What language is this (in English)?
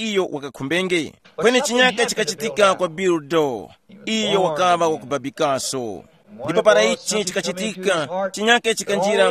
Tumbuka